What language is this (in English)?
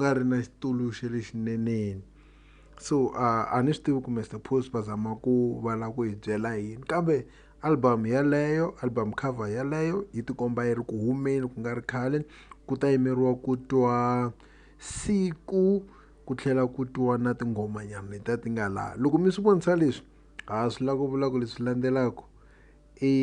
Tsonga